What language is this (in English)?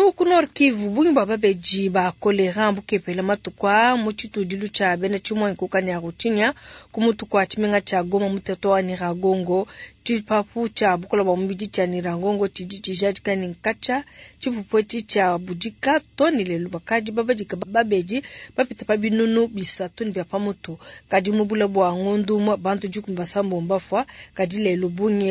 Luba-Lulua